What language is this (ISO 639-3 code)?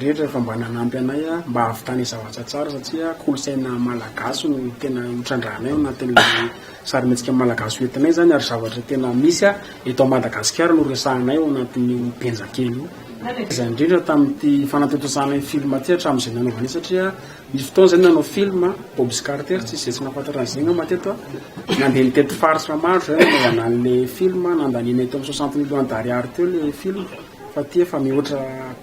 mlg